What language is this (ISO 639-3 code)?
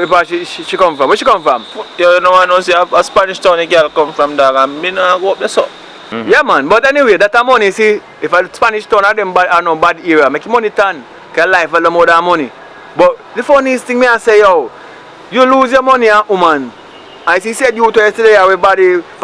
jam